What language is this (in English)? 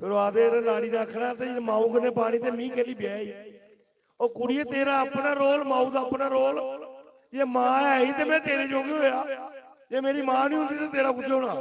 Dogri